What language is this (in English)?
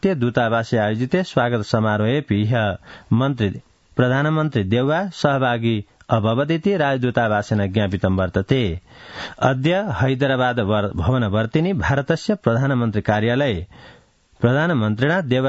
Sanskrit